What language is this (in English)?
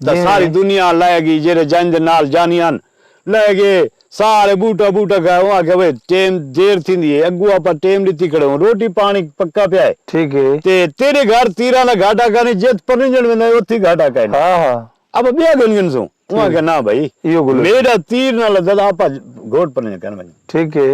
Saraiki